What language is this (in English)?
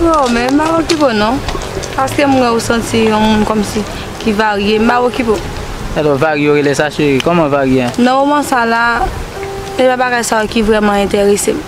Haitian Creole